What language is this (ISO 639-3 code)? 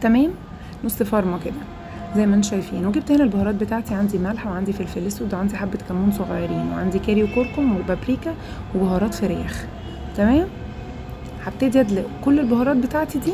arz